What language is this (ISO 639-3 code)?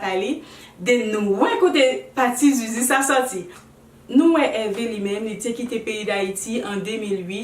hat